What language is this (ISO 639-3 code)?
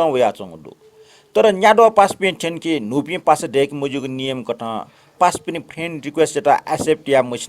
new